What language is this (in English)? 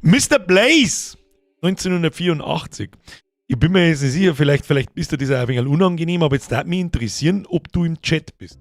Bavarian